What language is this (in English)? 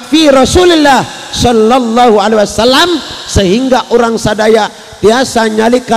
Sundanese